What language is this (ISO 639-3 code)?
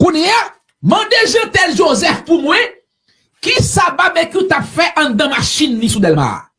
hat